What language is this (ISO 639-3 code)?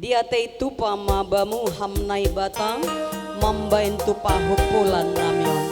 bts